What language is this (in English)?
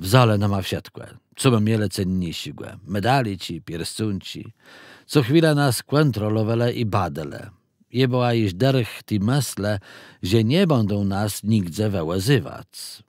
Kashubian